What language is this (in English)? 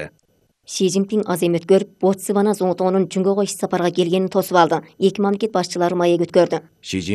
Kyrgyz